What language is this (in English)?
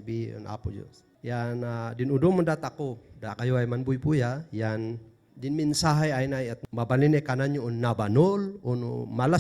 Kankanaey